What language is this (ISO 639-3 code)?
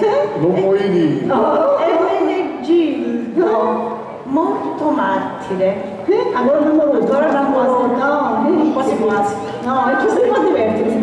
scn